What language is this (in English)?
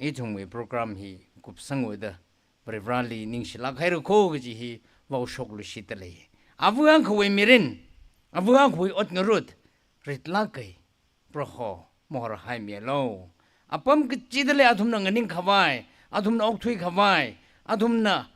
Tangkhul Naga (India)